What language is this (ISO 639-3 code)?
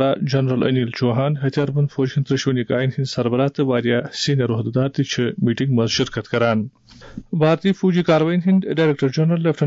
kas